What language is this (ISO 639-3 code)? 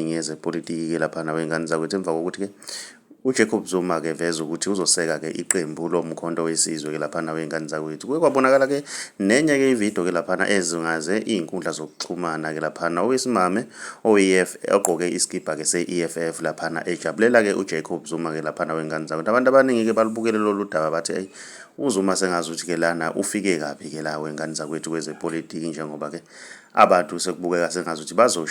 zul